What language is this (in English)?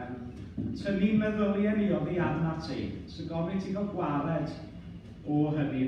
Welsh